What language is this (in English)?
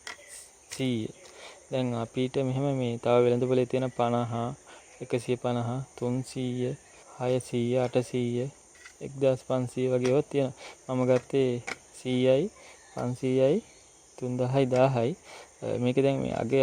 Sinhala